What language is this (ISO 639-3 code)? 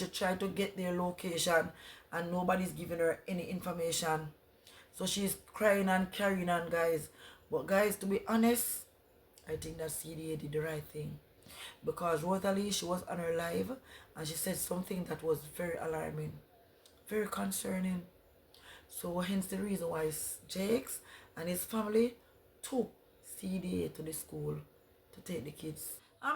jam